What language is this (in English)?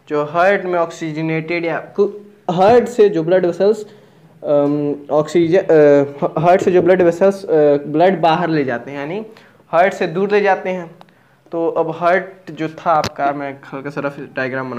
Hindi